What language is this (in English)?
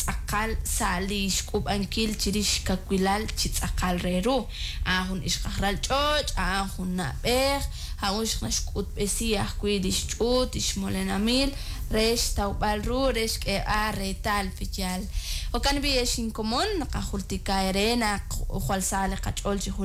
Kekchí